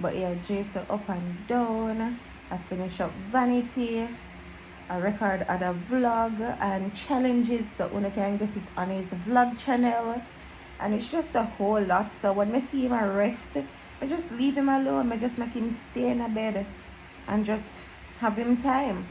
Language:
Jamaican Creole English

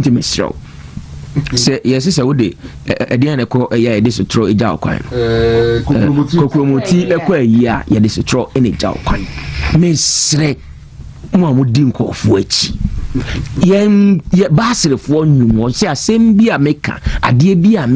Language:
Akan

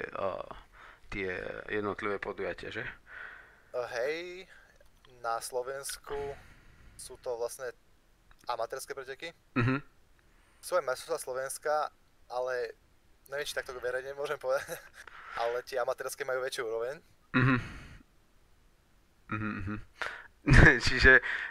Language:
Slovak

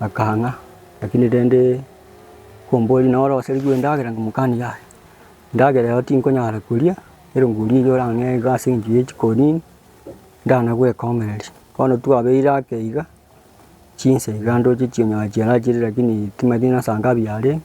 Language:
Gusii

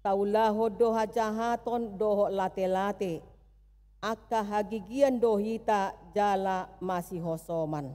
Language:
Batak Toba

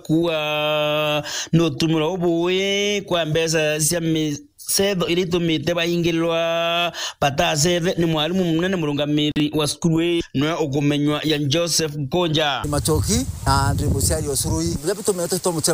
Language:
Meru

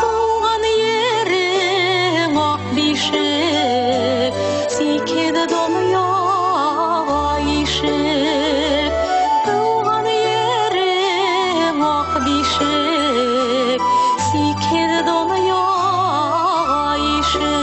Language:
Bashkir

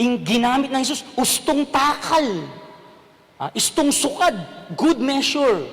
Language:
Pampanga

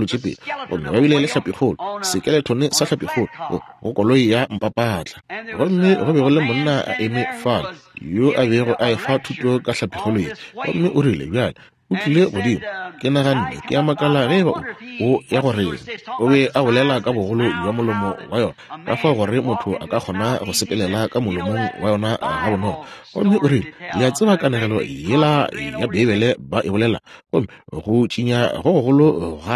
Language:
Northern Sotho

